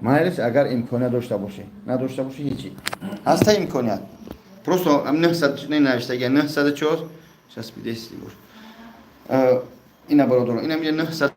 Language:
Tajik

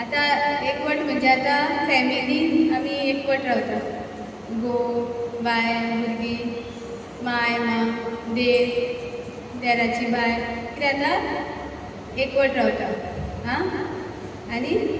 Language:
Konkani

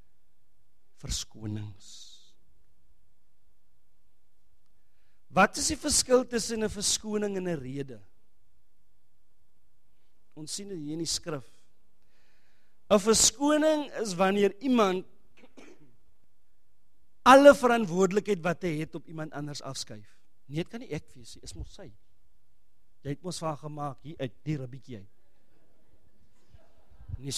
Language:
Afrikaans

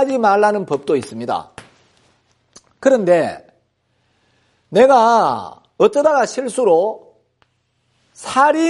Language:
Korean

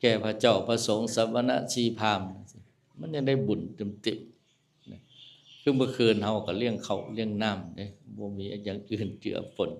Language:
Northeastern Thai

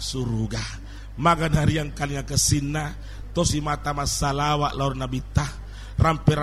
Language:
Buginese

